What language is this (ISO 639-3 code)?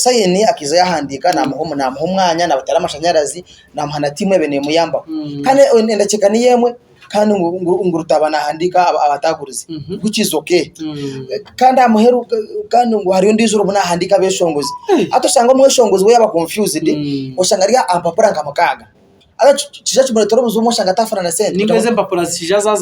nyn